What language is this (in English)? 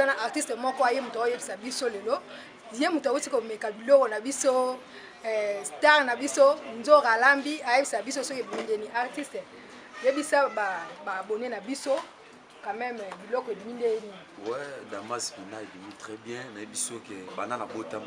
Lingala